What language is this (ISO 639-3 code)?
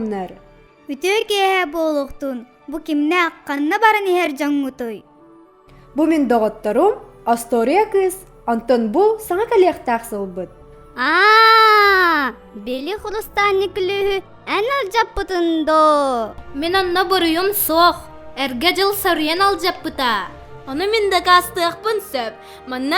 sah